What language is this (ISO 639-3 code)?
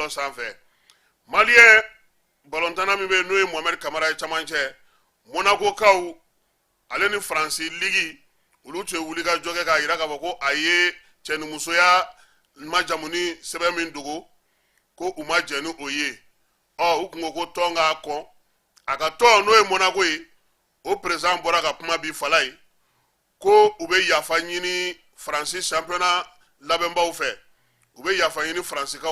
bam